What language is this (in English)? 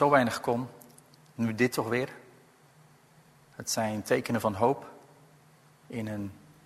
Dutch